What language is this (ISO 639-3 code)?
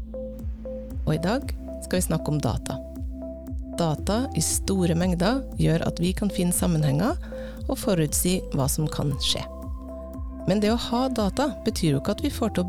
nor